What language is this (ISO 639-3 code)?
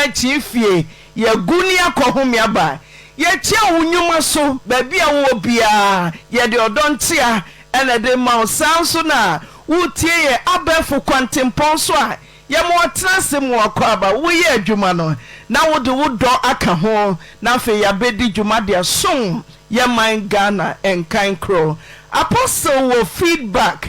aka